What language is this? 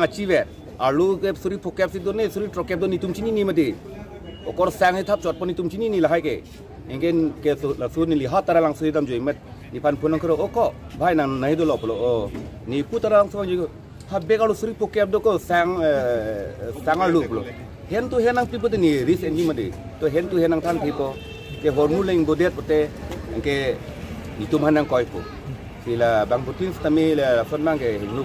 Karbi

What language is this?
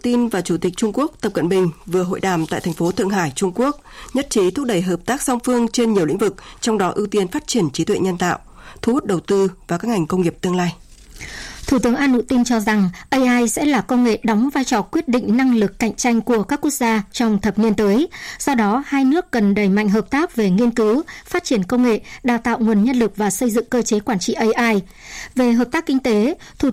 Vietnamese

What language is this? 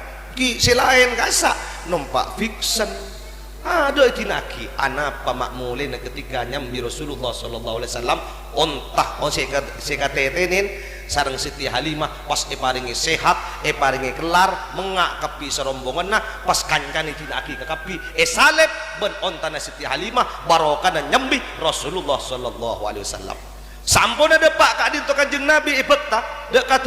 Madurese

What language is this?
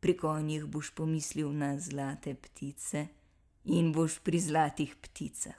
Slovenian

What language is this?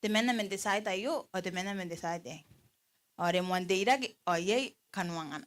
Gilbertese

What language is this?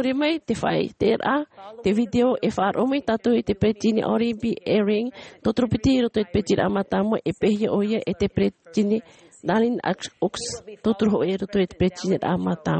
Tahitian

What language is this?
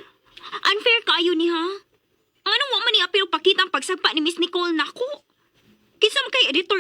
Cebuano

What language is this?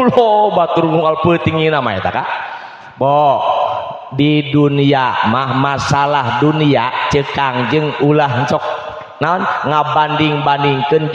Sundanese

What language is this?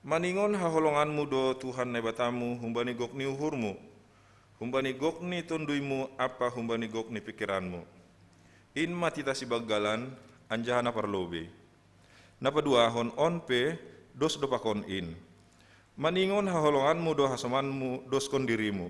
Batak Simalungun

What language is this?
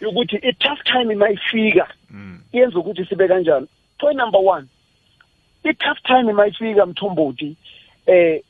South Ndebele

